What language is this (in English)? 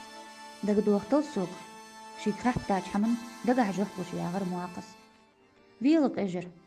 Ingush